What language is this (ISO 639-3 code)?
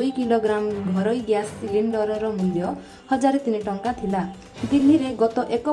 ori